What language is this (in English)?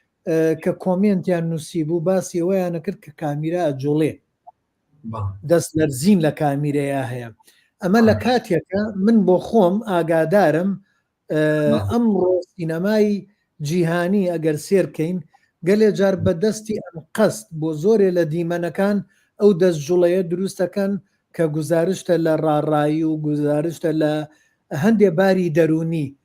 Central Kurdish